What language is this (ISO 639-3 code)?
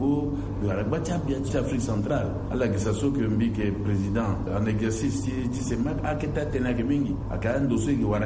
sag